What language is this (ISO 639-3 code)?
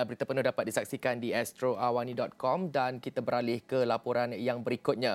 msa